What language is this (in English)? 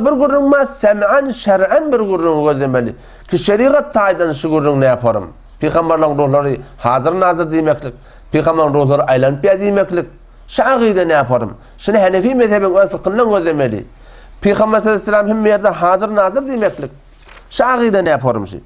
Turkmen